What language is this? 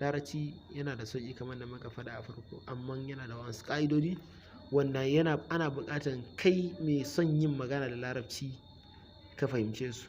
Hausa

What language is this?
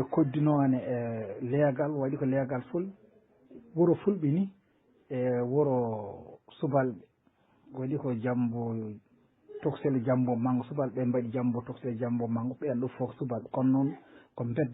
Fula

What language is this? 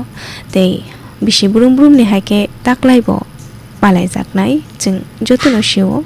Kok Borok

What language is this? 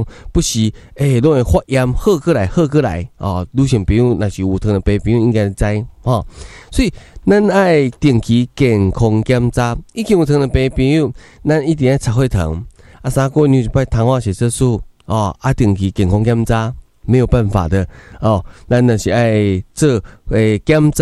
Min Nan Chinese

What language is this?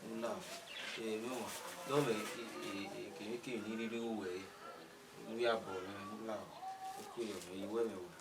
Bini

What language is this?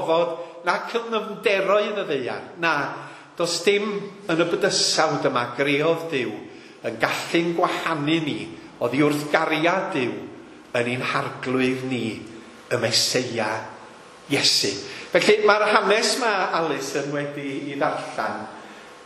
Welsh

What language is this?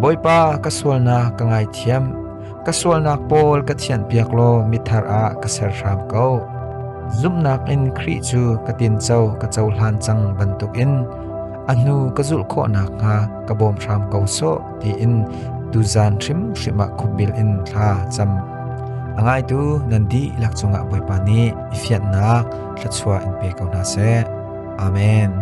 Hakha Chin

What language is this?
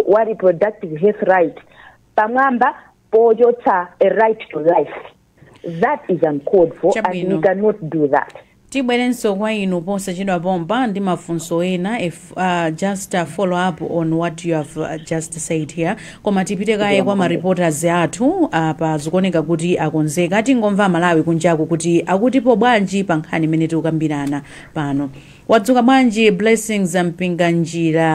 Nyanja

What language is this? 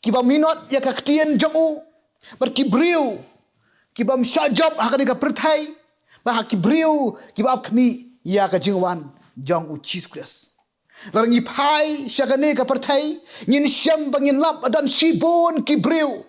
Khasi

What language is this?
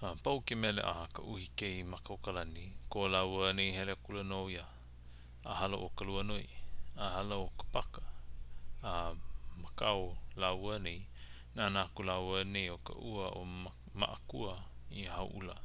Hawaiian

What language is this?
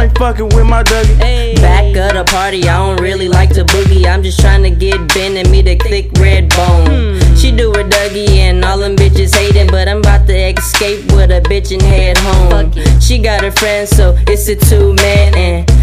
English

